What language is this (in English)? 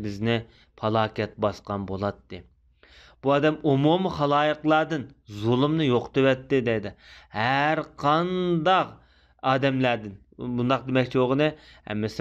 Uyghur